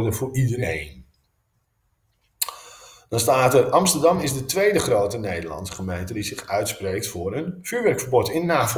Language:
Dutch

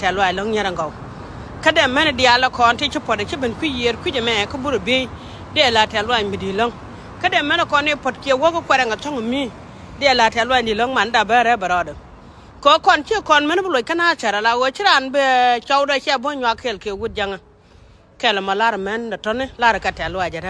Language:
Nuer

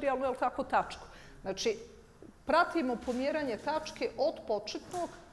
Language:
Bosnian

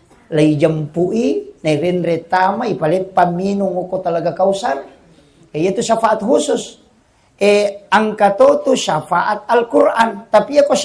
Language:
Buginese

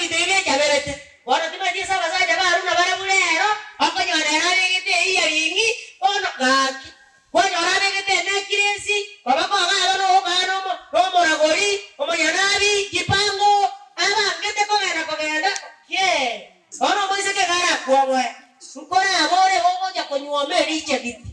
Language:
Gusii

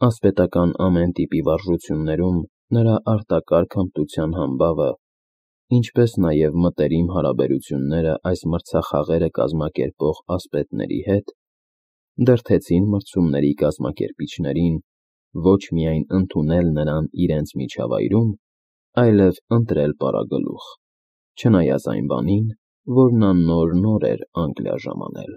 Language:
Armenian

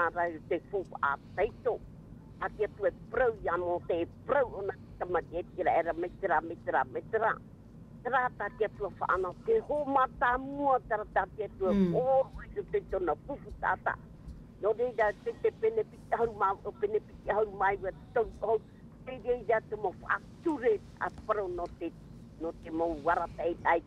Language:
Tahitian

